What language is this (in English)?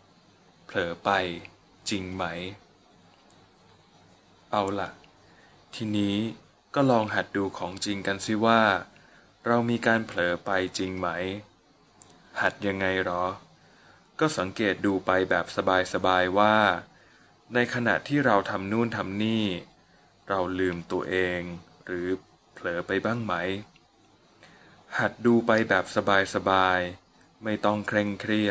Thai